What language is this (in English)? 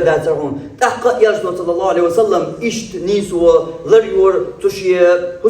Chechen